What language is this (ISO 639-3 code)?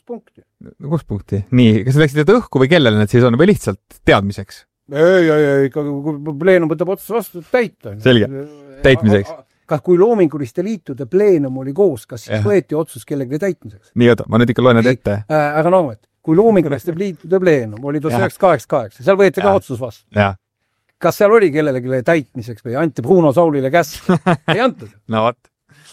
est